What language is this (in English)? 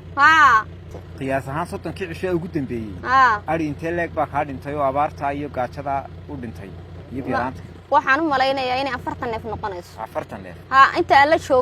Somali